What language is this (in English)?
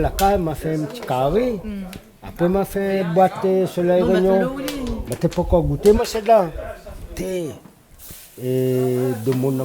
Réunion Creole French